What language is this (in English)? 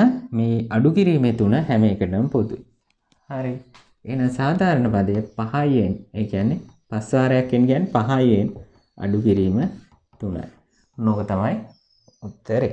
Sinhala